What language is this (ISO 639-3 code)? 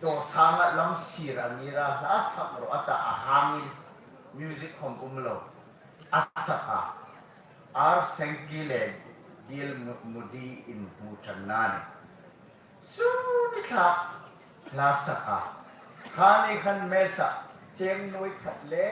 hmr